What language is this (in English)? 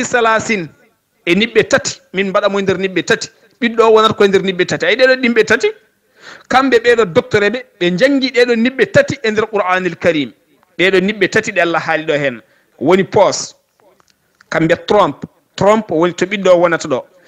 Fula